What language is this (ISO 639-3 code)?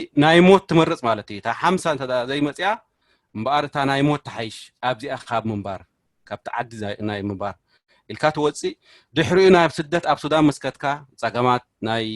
tir